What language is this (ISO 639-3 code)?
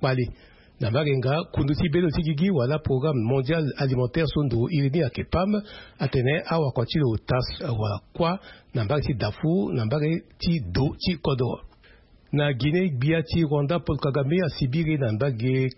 sag